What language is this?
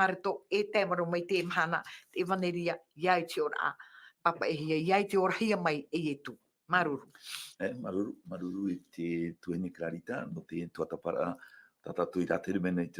Tahitian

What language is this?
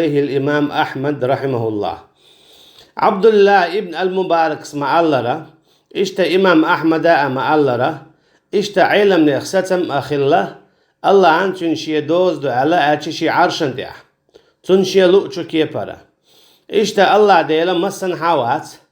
Chechen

